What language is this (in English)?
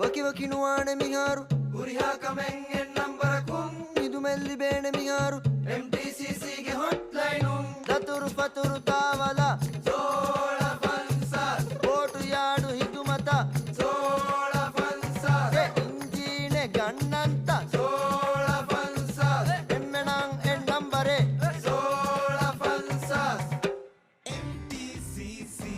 Divehi